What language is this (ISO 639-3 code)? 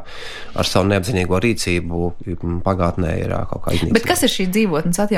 lav